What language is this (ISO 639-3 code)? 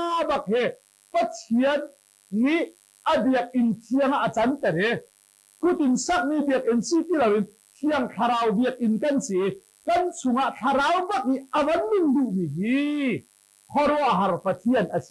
cnh